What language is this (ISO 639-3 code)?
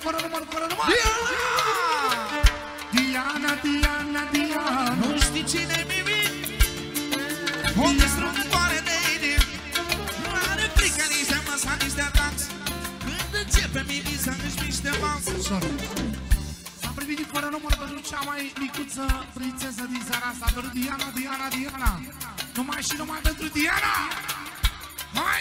ron